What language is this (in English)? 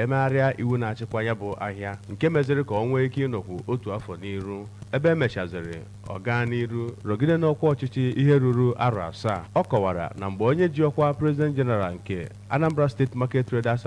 Igbo